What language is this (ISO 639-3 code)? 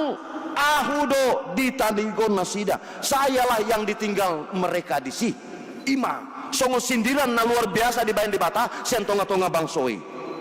bbc